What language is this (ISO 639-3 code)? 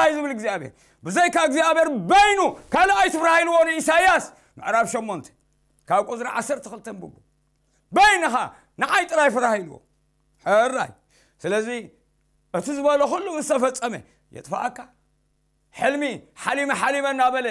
tir